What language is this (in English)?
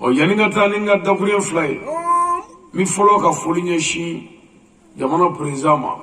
Bambara